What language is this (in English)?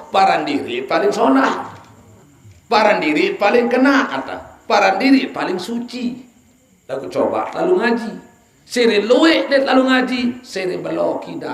Sasak